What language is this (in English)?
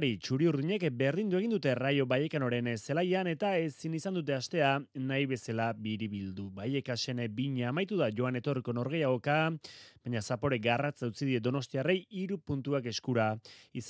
Basque